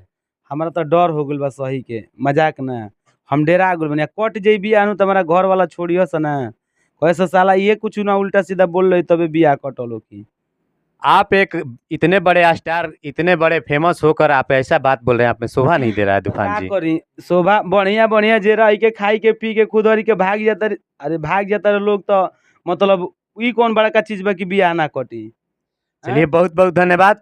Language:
Bhojpuri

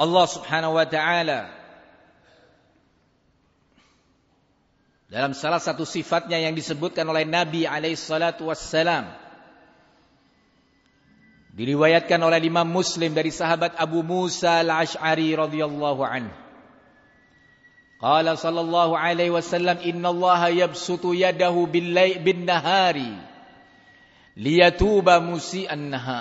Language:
Indonesian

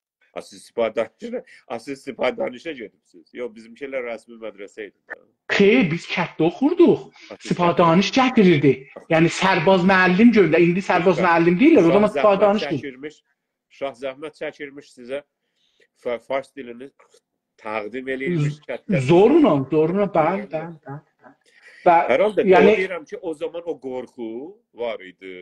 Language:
South Azerbaijani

